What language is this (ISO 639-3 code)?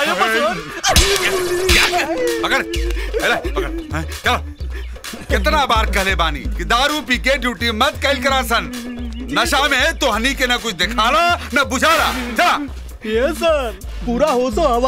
bho